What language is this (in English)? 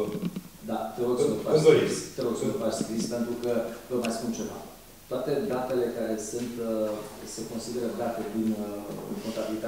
Romanian